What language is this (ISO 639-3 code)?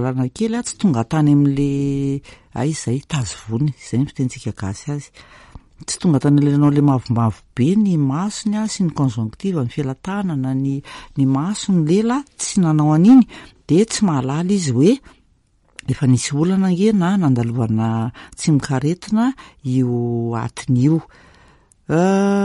mlg